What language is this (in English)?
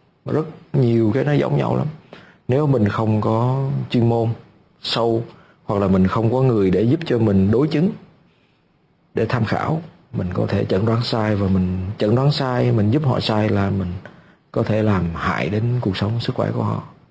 Vietnamese